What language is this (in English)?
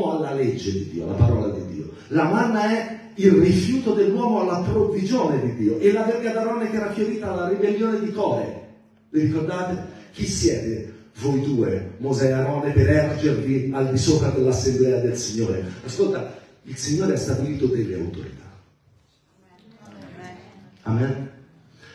Italian